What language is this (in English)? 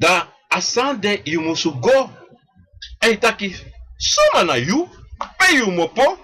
Sranan Tongo